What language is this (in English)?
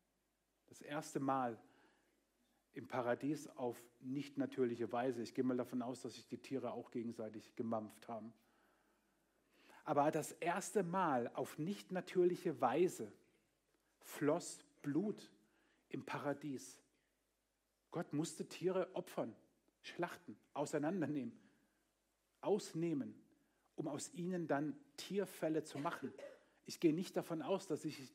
German